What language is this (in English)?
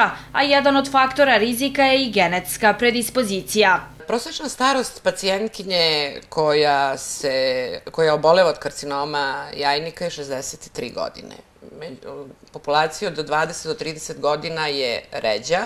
Serbian